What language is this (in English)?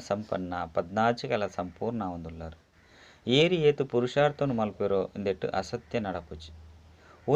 Tulu